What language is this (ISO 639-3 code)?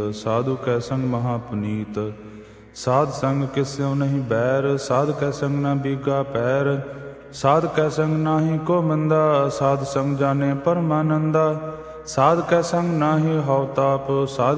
pan